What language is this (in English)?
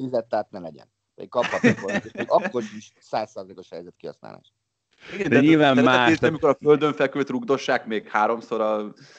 Hungarian